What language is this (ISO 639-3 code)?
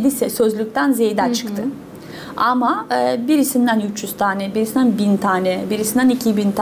gag